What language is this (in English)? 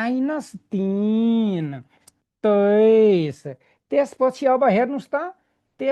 Nepali